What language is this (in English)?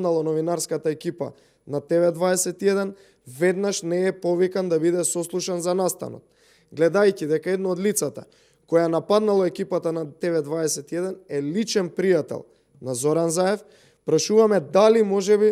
Macedonian